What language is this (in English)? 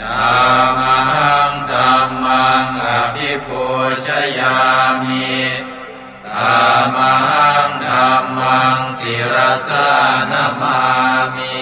Pali